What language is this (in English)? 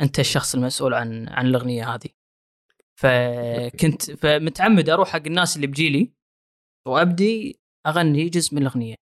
Gulf Arabic